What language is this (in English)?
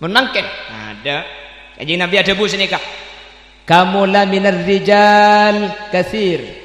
Madurese